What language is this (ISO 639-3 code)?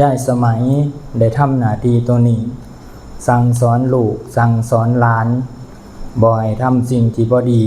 lao